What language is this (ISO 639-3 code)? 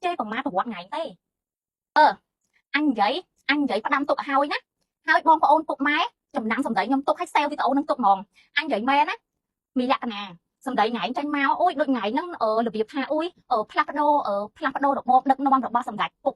khm